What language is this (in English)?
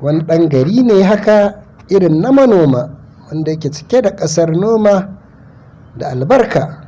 Hausa